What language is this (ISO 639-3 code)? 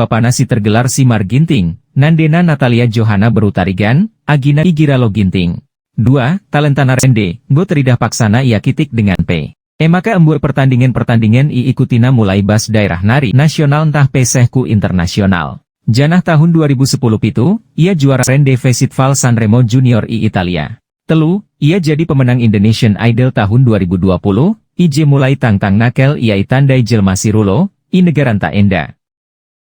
btx